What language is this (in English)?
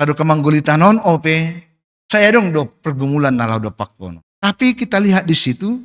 Batak Simalungun